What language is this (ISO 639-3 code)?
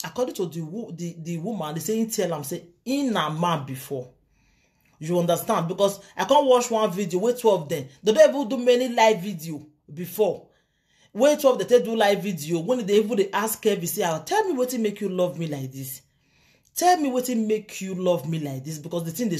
pcm